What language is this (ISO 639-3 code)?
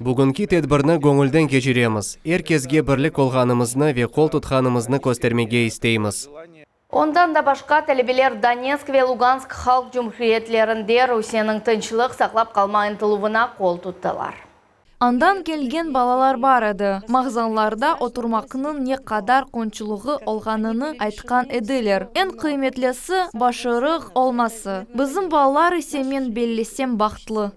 crh